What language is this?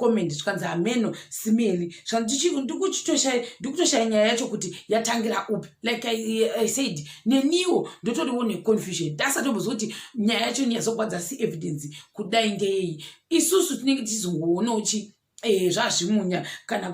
Shona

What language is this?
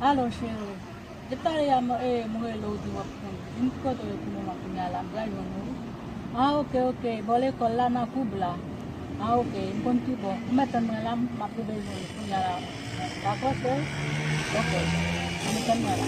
Haitian Creole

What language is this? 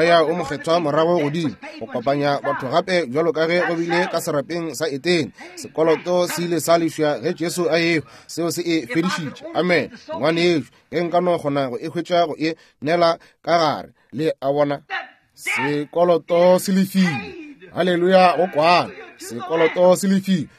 Northern Sotho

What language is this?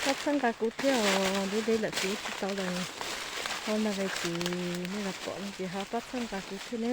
Hmong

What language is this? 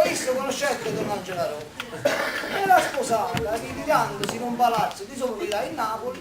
Neapolitan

